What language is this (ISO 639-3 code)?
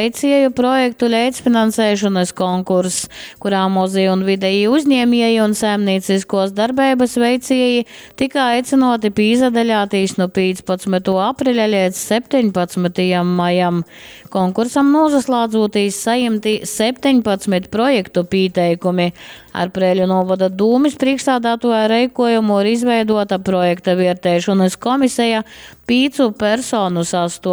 ltg